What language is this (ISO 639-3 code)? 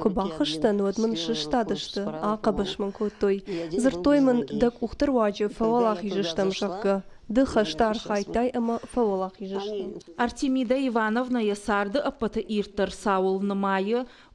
oss